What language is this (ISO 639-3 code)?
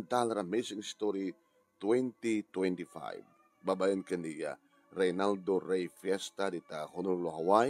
ilo